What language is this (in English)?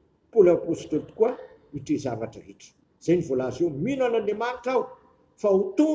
Malagasy